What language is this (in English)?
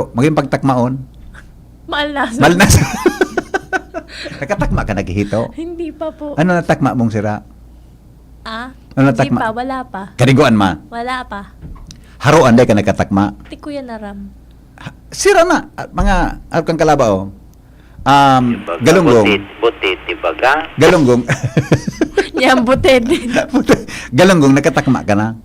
Bikol